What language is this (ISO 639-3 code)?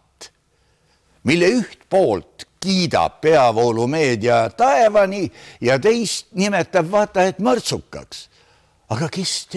est